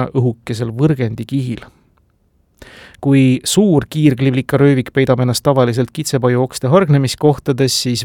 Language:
Estonian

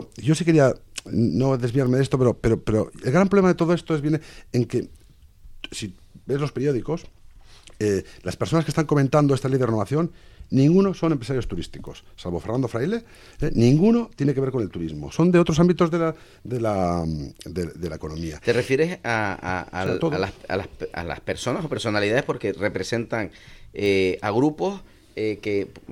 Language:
Spanish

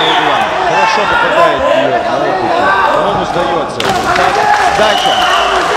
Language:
Russian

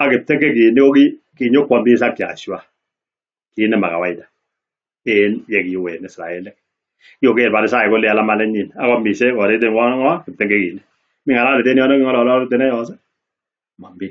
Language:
Kalenjin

